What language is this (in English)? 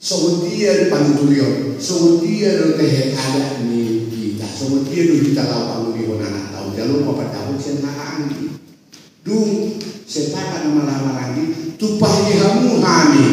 Batak Toba